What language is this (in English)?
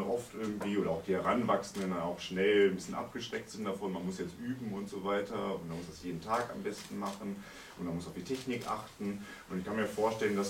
German